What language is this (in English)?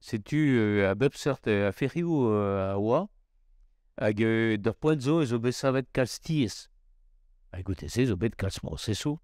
Breton